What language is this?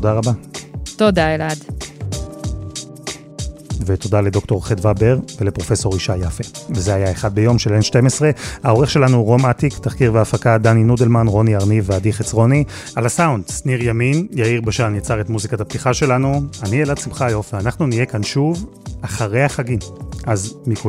Hebrew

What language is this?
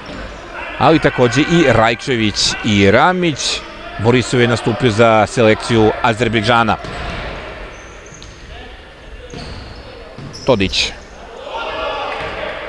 Serbian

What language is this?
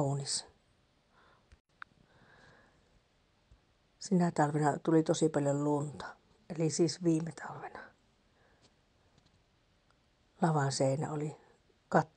Finnish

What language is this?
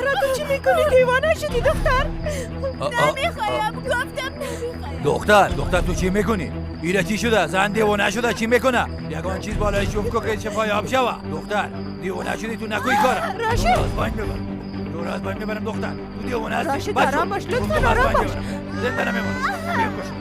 Persian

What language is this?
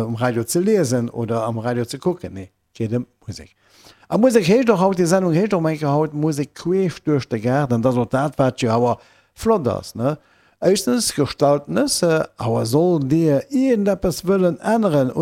Luxembourgish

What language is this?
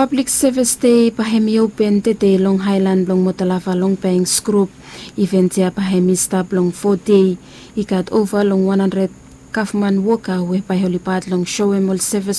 Bislama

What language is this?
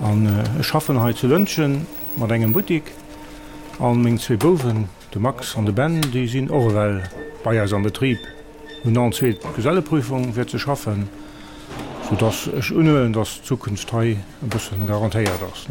Luxembourgish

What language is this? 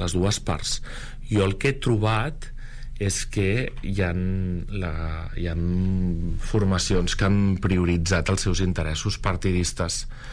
Catalan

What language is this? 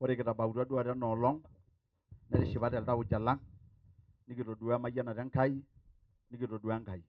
Masai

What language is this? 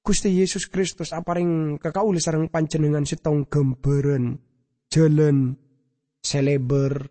Madurese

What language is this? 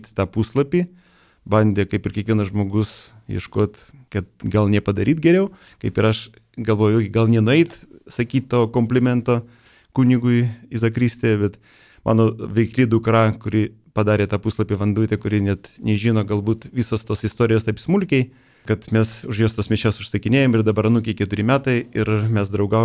Lithuanian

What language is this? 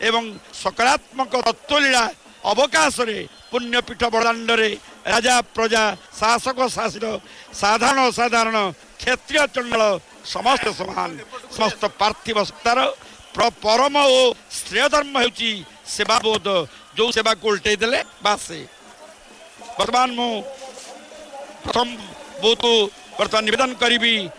Odia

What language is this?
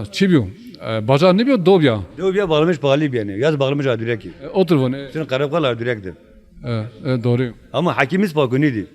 Zaza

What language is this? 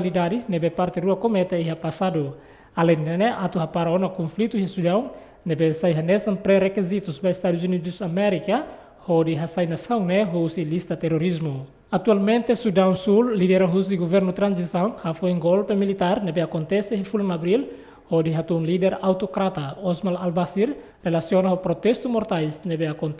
Tetum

